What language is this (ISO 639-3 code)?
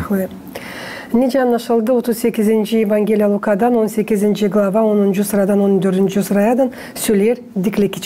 gag